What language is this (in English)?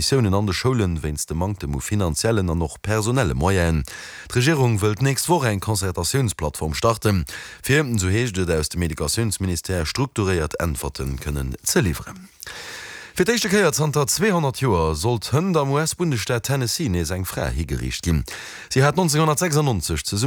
Luxembourgish